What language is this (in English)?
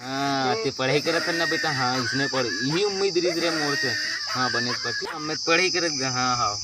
Chhattisgarhi